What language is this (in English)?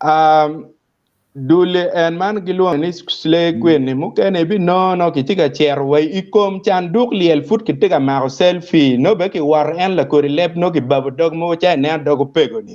Acoli